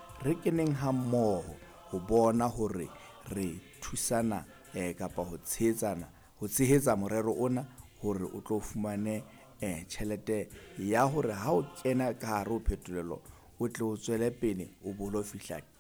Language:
Southern Sotho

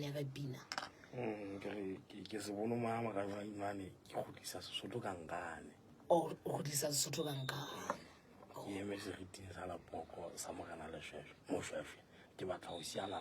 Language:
Southern Sotho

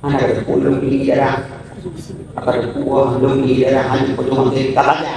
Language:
Achinese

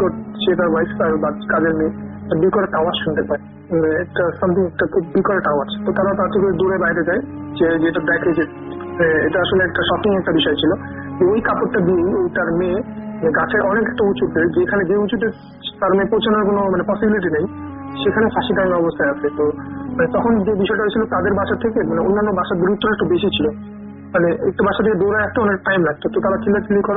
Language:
Bangla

